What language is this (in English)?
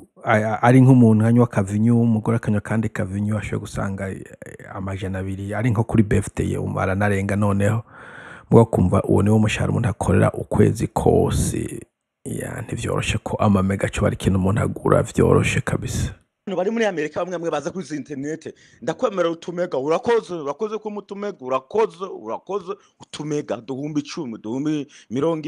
Rundi